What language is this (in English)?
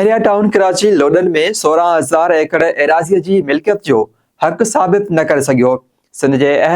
Sindhi